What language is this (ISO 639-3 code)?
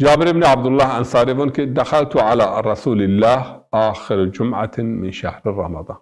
zza